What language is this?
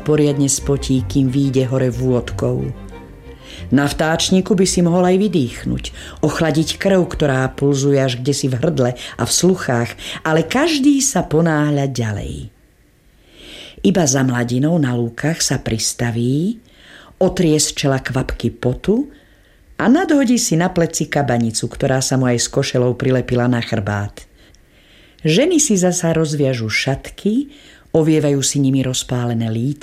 Slovak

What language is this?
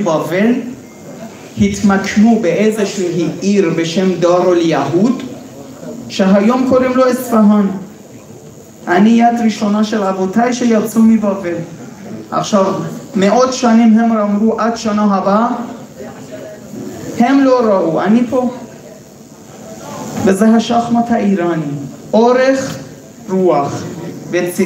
Hebrew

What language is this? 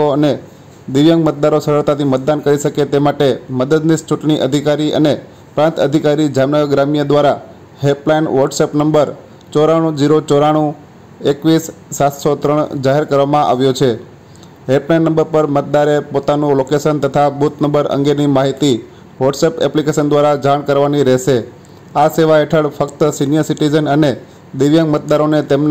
Gujarati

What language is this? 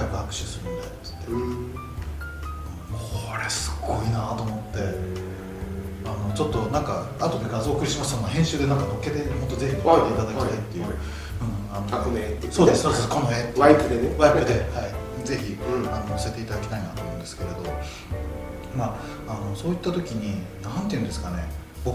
Japanese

